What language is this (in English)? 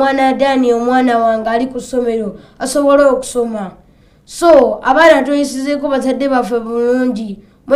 Ganda